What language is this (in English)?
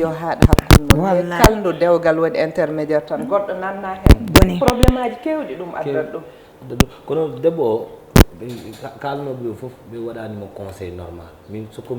Fula